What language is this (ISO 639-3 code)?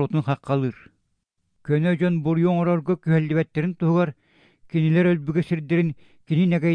sah